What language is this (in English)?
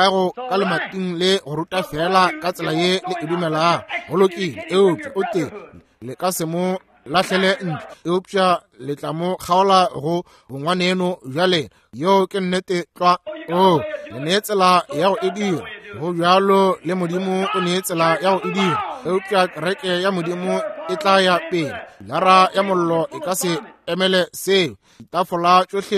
Northern Sotho